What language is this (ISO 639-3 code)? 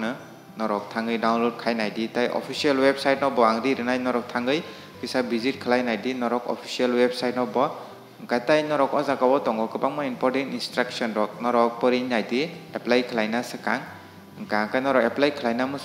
trp